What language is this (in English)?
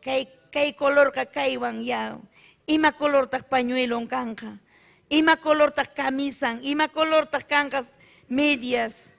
Ayacucho Quechua